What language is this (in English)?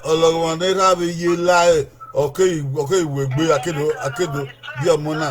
Bini